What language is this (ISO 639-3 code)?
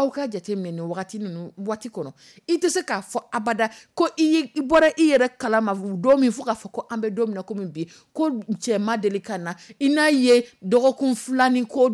dyu